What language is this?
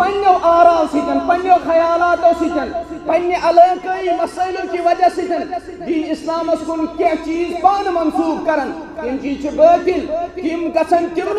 Kashmiri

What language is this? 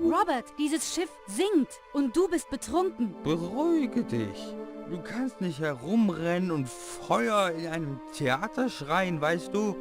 Bavarian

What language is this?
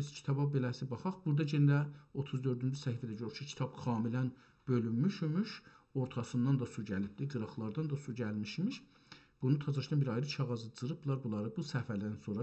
South Azerbaijani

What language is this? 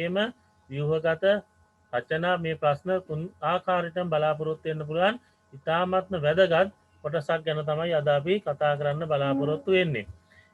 Sinhala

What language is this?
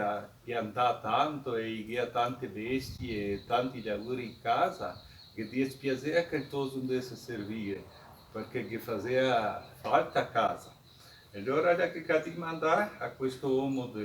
Venetian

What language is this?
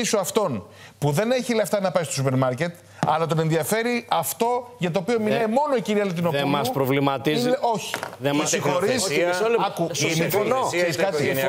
Greek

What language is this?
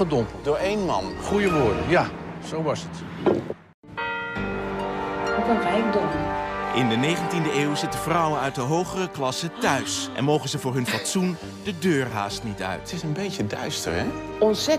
Dutch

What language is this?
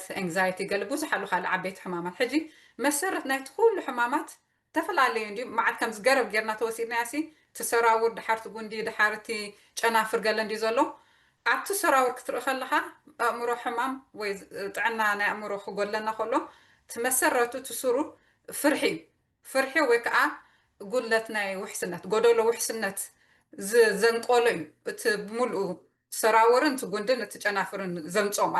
Tigrinya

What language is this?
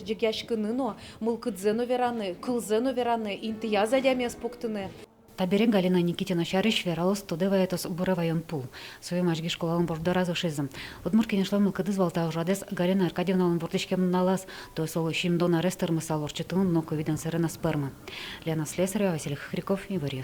Udmurt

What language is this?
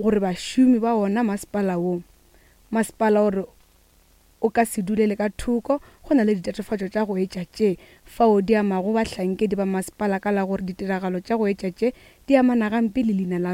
Northern Sotho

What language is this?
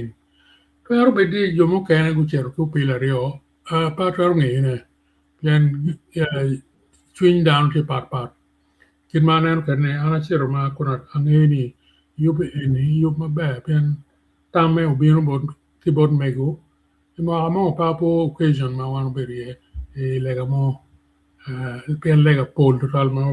Acoli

